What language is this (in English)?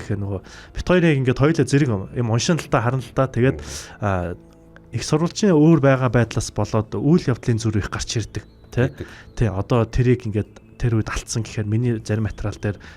Mongolian